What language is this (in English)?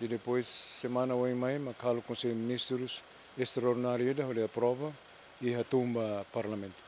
Tetum